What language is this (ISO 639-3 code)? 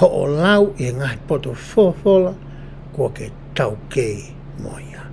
ton